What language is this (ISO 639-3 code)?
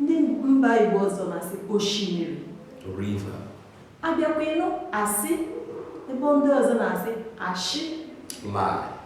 ibo